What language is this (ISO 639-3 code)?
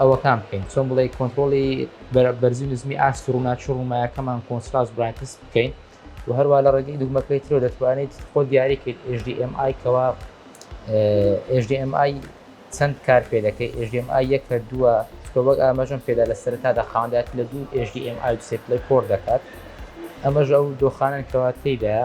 ckb